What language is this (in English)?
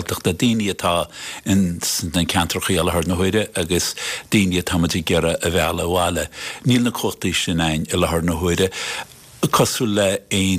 Irish